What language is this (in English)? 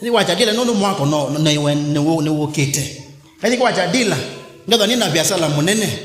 Kamba